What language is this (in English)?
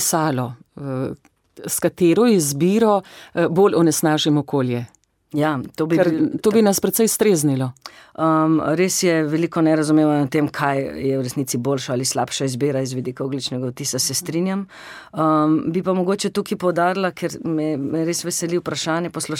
Slovenian